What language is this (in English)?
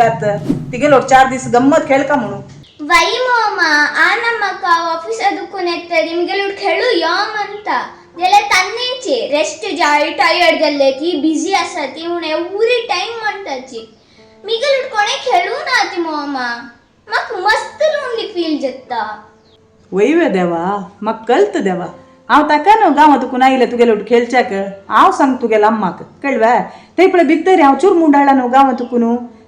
Konkani